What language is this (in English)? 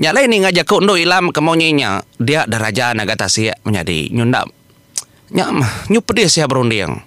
Iban